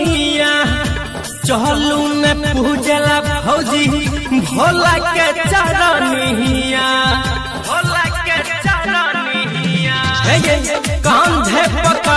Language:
Maithili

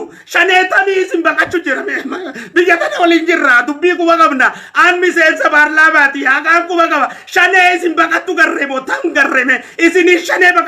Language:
Oromo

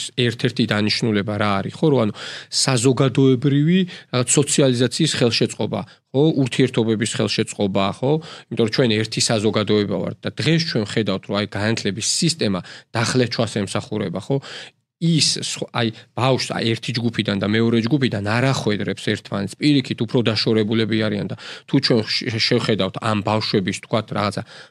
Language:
Georgian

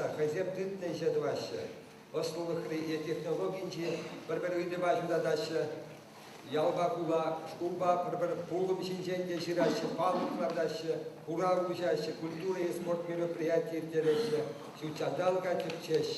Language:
Chuvash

